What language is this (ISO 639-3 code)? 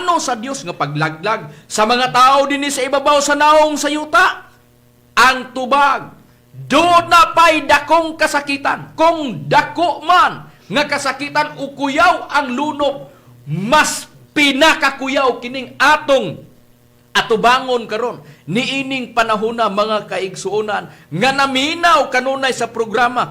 ceb